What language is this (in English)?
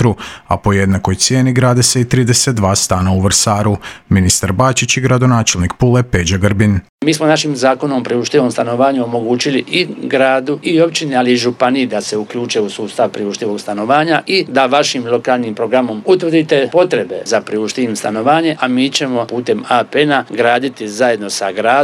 Croatian